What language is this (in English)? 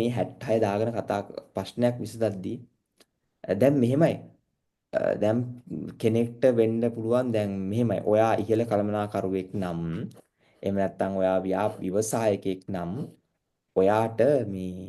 Sinhala